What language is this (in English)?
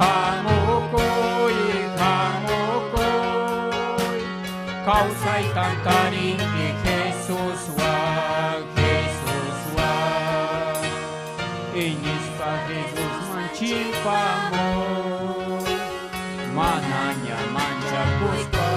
Ayacucho Quechua